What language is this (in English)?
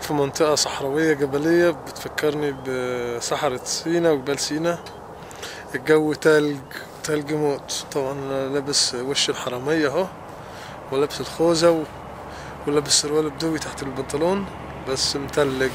Egyptian Arabic